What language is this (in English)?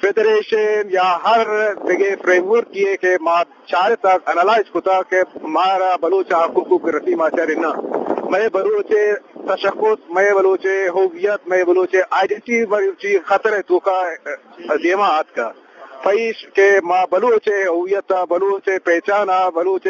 Eastern Balochi